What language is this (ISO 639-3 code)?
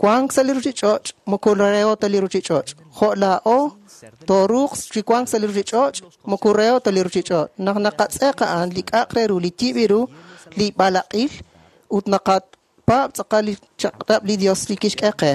kek